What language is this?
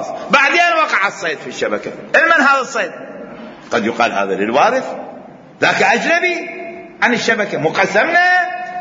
Mesopotamian Arabic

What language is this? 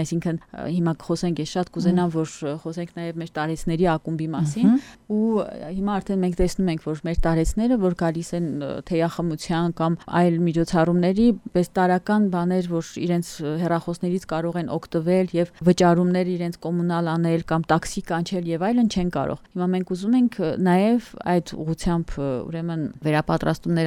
Armenian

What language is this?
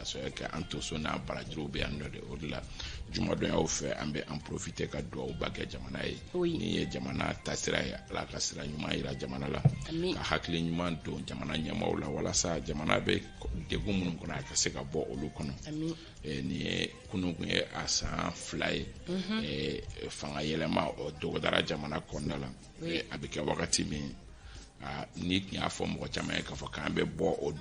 Bambara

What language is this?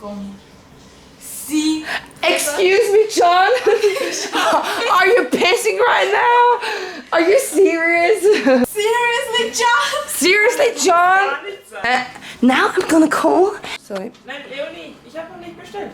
Swiss German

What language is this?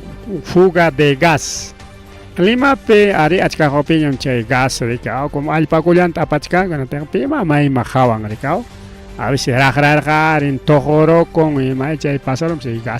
Ayacucho Quechua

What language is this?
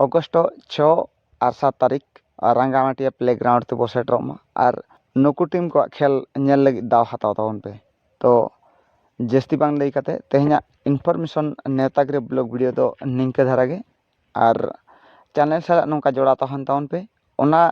Santali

